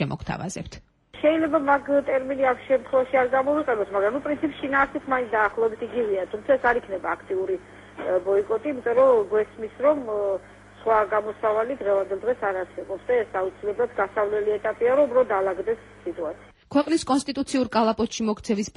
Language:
Georgian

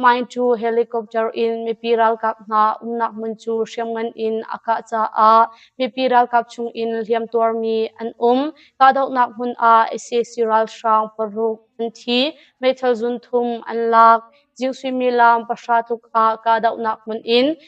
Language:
Hakha Chin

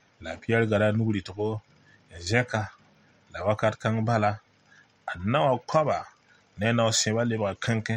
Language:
Mossi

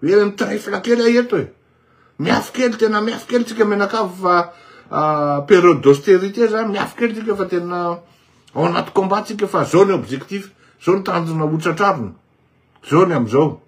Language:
Malagasy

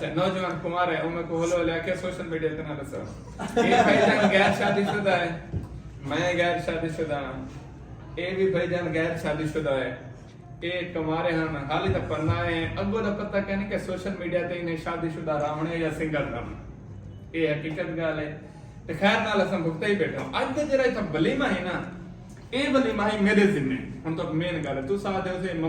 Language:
Saraiki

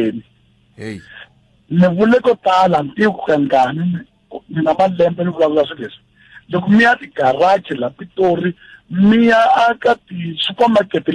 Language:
Tsonga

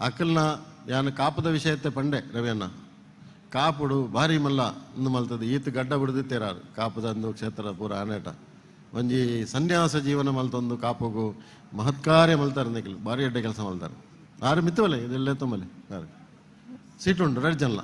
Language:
Tulu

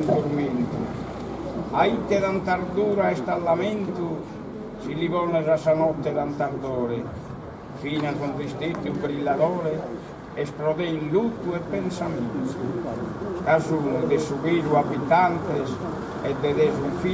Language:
Sardinian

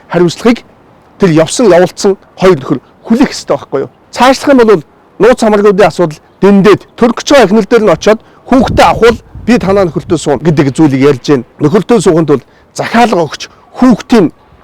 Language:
Mongolian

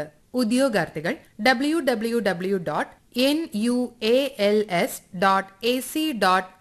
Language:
Malayalam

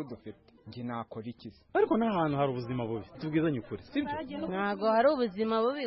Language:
Kinyarwanda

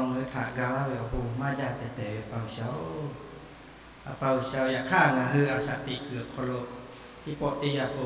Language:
Lahu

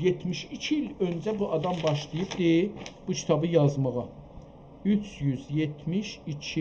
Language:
South Azerbaijani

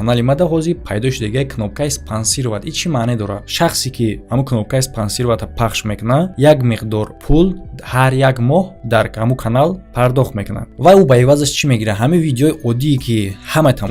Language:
Tajik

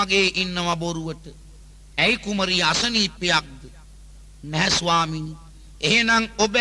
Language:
Sinhala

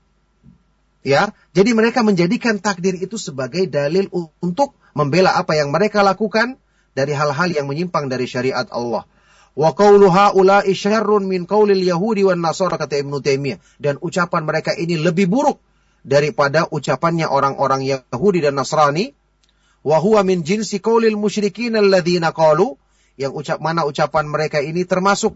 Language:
Indonesian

